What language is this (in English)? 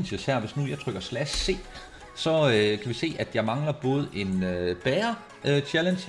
Danish